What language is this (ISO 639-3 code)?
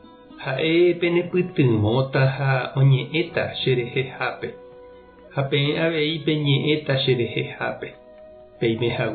grn